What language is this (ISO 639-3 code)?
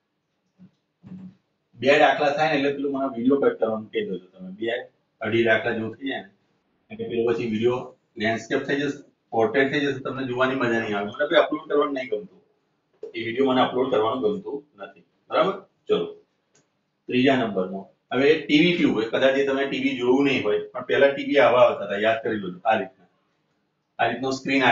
guj